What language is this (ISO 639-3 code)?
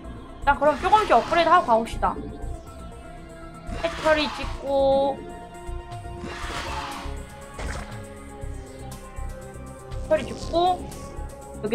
kor